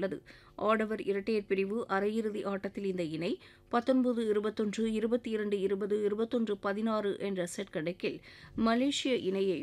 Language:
Tamil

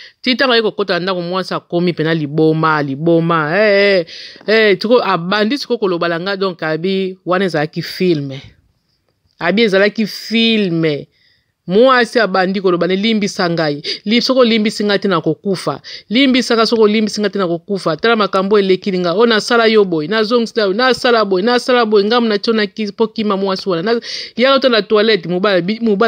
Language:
Lingala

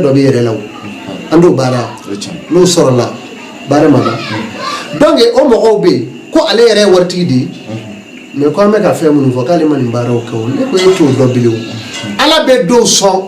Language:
Bambara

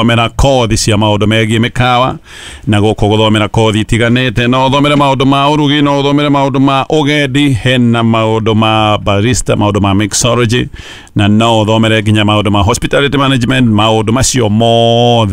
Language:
Kikuyu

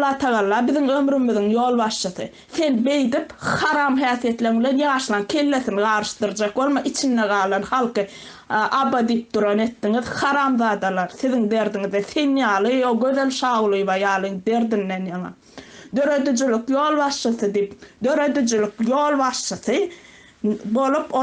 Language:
Turkmen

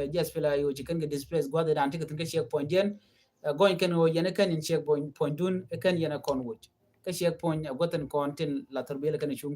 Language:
Nuer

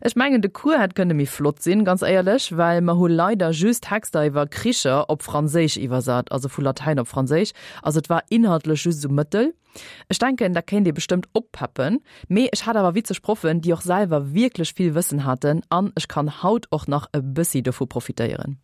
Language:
Luxembourgish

